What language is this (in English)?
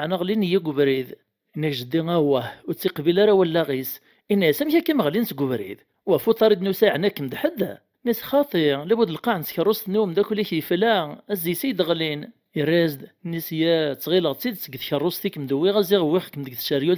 Kabyle